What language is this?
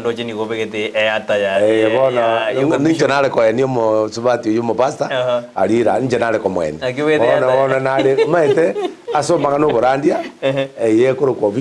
Gusii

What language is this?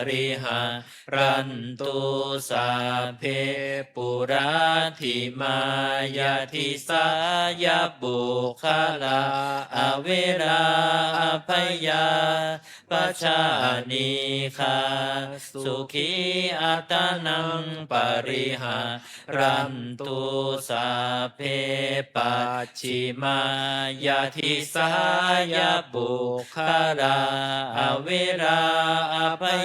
Pali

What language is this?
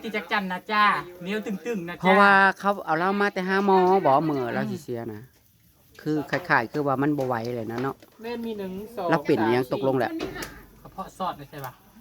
Northeastern Thai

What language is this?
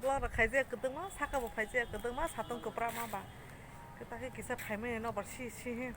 Kok Borok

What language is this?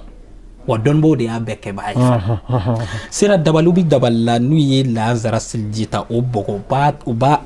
Bambara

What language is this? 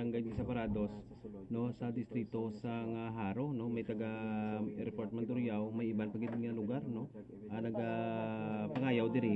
Hiligaynon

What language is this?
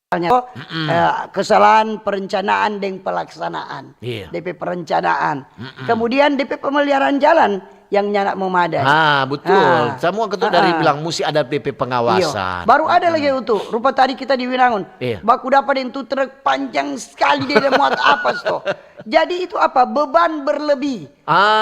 Manado Malay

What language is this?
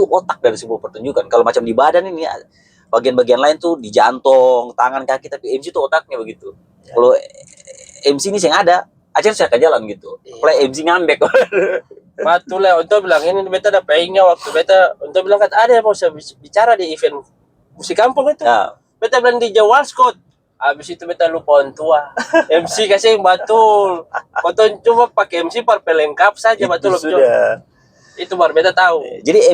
Ambonese Malay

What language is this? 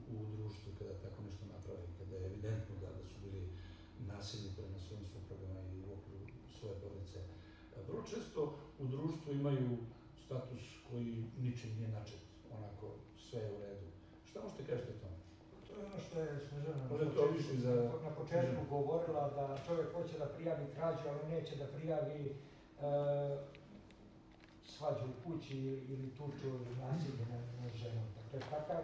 Serbian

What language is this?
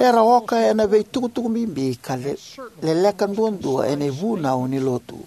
Fijian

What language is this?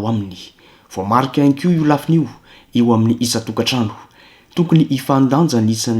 Malagasy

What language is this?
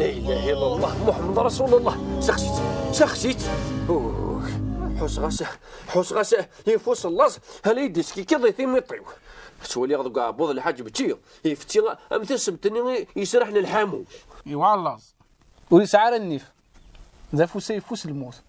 Kabyle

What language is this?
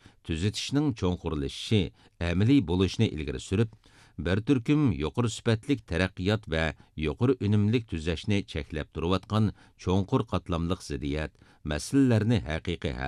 Uyghur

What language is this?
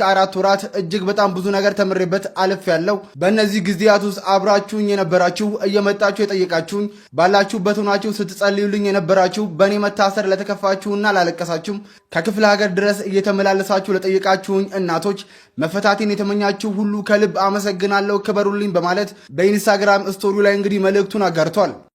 Amharic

